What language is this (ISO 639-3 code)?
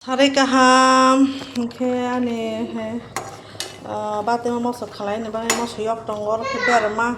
trp